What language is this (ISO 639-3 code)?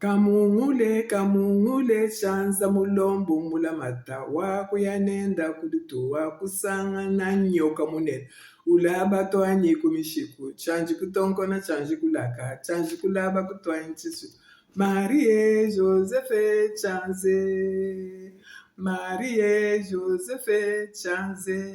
lua